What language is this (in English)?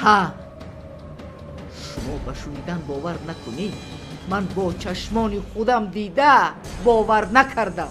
Tajik